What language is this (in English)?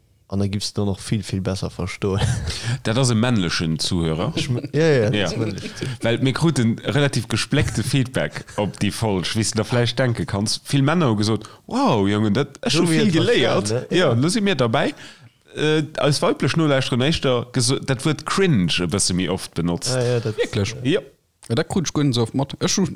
Luxembourgish